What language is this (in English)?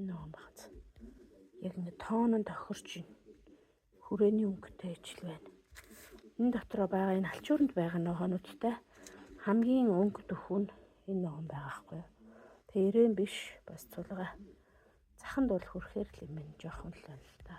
Mongolian